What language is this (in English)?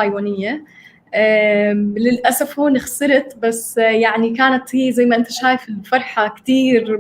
North Levantine Arabic